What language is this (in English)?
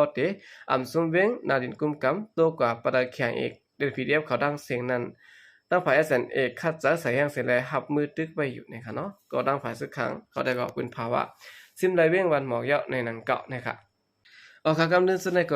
Shan